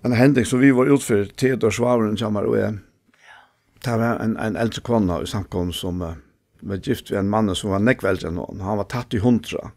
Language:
Faroese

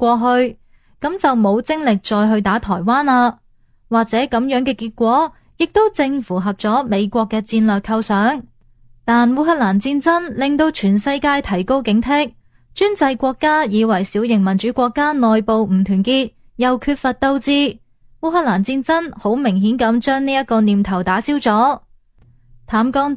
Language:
Cantonese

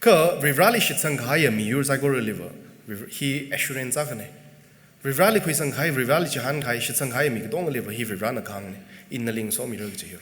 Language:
Tangkhul Naga (India)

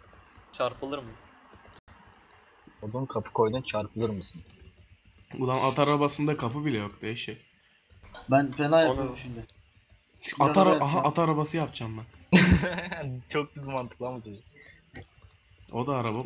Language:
Turkish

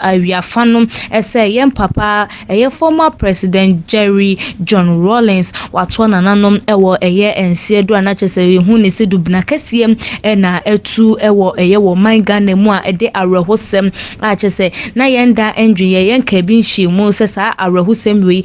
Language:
Akan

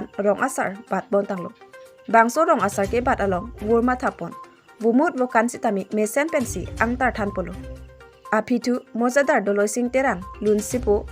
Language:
Karbi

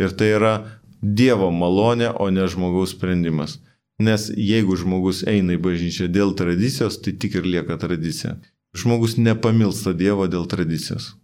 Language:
Lithuanian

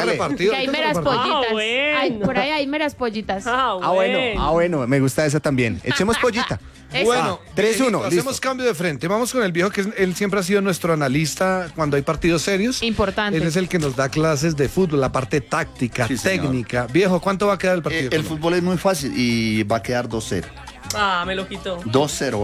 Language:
Spanish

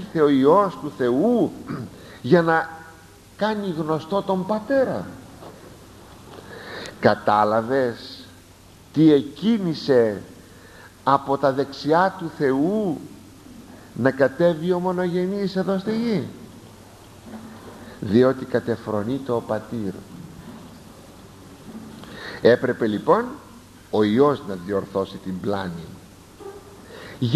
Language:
Greek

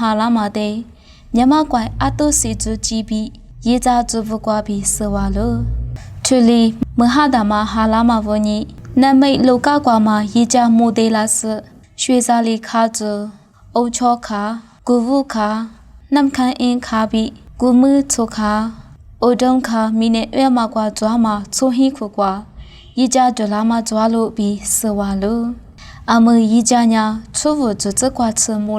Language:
Lisu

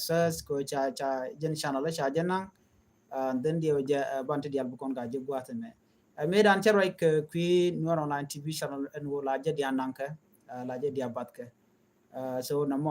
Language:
Nuer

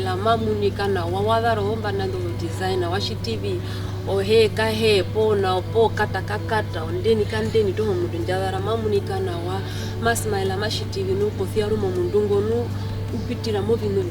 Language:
Herero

